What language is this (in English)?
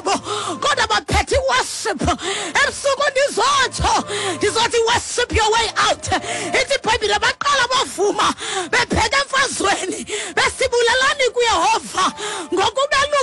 Xhosa